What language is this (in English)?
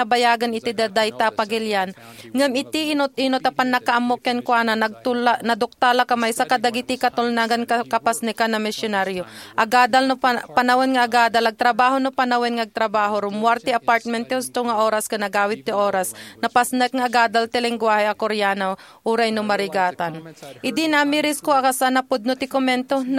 Iloko